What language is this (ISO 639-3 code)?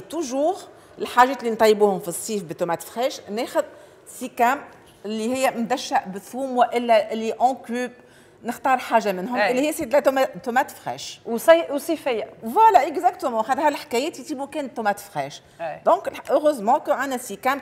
aeb